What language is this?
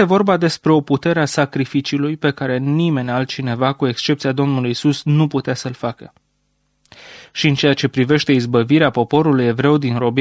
Romanian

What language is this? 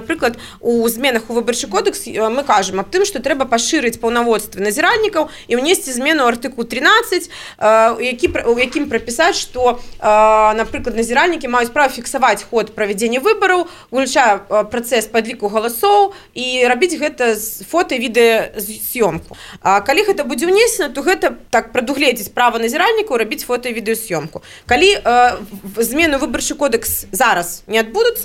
Belarusian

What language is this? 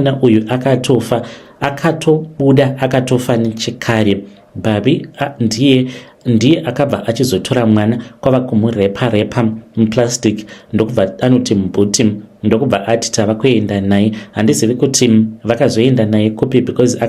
Shona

